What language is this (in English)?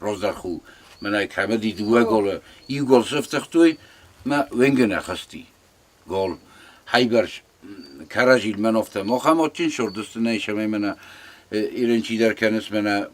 Ossetic